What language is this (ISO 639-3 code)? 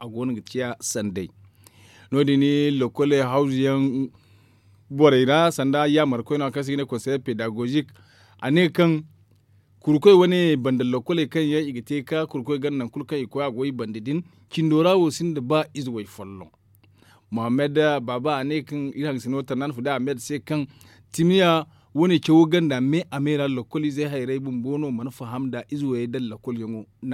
dje